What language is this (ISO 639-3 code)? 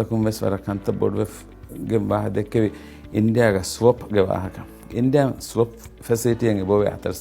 div